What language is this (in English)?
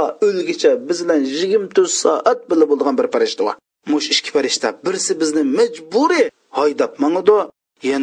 Uyghur